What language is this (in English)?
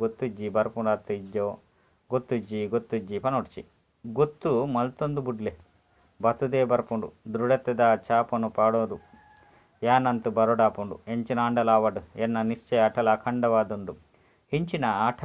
Tulu